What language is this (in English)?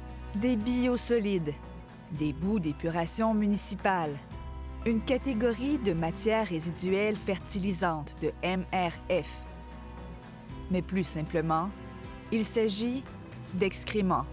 French